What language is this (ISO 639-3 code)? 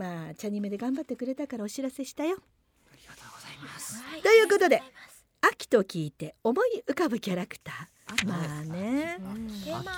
jpn